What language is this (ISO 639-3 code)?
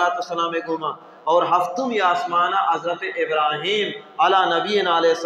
bal